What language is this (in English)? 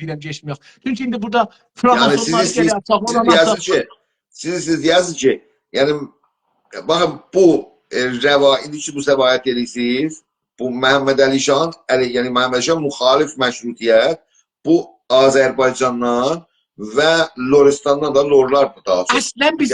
South Azerbaijani